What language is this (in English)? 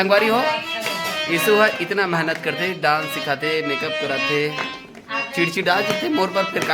Chhattisgarhi